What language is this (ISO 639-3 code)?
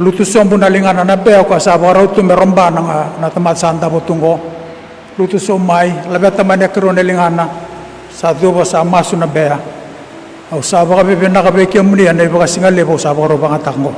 fij